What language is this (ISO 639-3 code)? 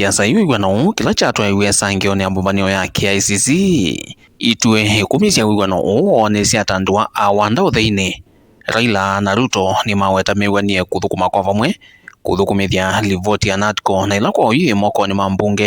kam